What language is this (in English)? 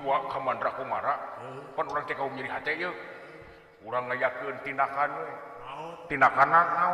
Sundanese